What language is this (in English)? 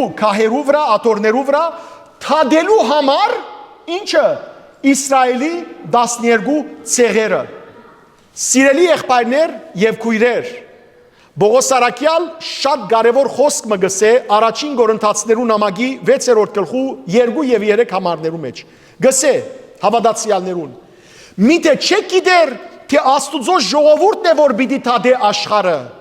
Western Armenian